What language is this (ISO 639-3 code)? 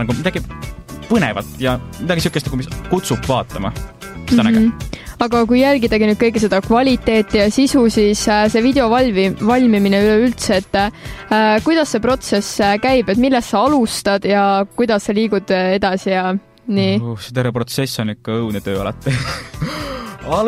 est